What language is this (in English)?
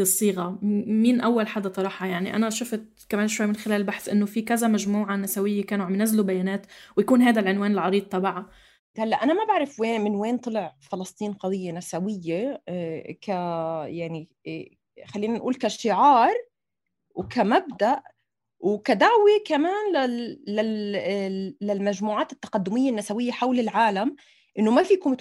North Levantine Arabic